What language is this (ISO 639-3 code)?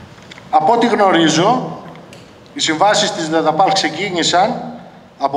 ell